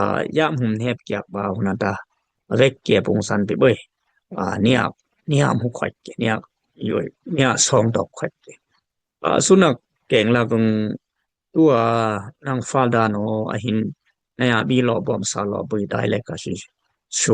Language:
Dimasa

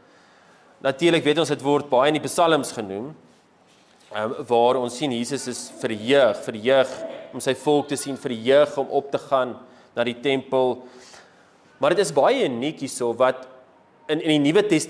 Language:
Afrikaans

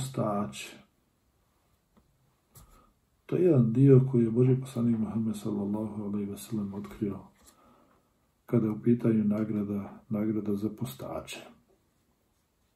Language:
Bosnian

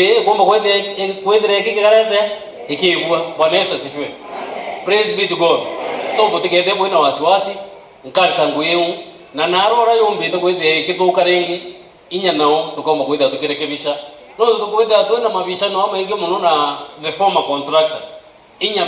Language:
Meru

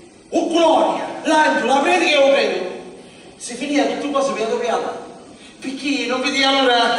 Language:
Sicilian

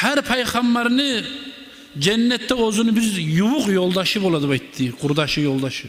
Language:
Kumyk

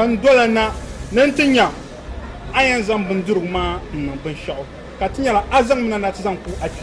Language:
Dagbani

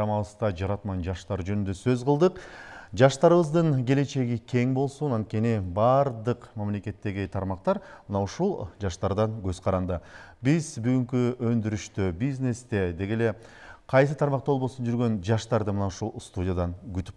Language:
Kyrgyz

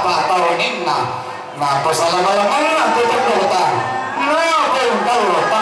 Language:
Toraja-Sa'dan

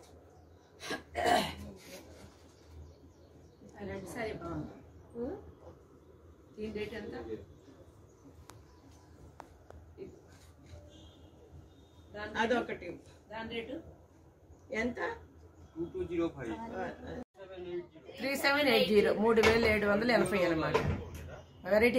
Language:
Telugu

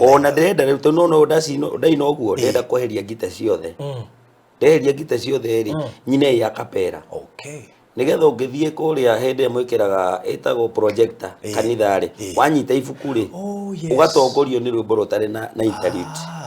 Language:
Kikuyu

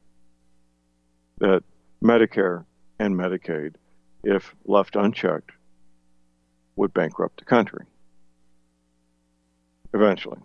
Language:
English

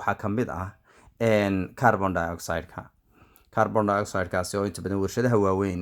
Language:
Somali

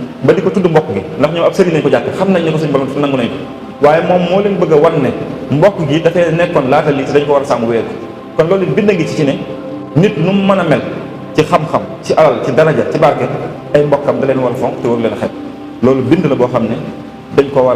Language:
Wolof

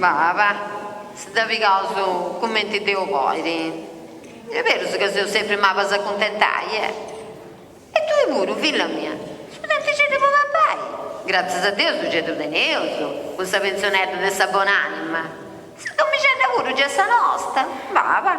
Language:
Sardinian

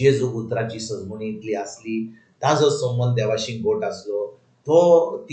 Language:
Konkani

